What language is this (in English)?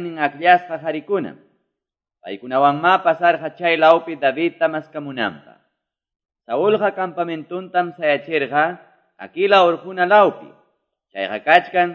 Quechua